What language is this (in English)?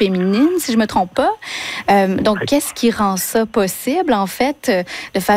French